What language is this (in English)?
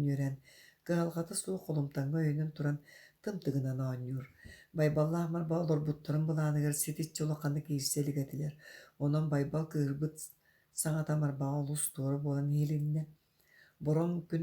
Yakut